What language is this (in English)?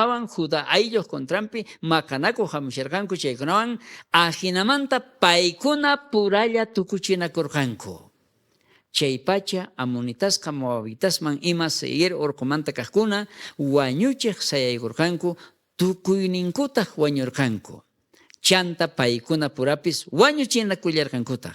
South Bolivian Quechua